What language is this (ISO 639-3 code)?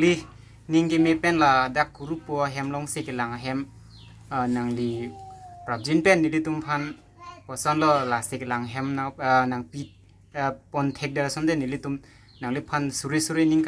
mjw